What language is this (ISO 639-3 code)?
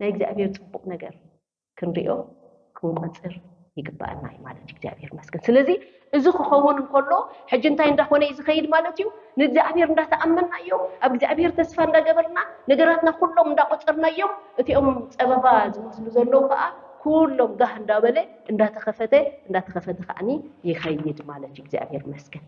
tir